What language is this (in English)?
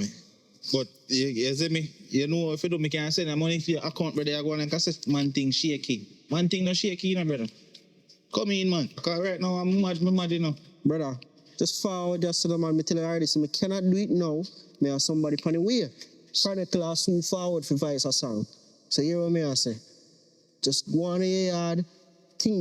Jamaican Creole English